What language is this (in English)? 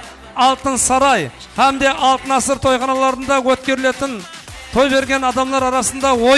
Kara-Kalpak